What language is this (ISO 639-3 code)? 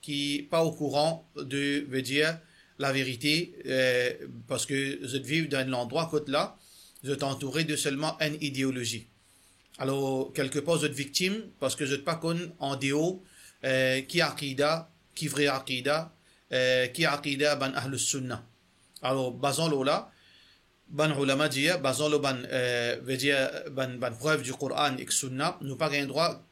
mfe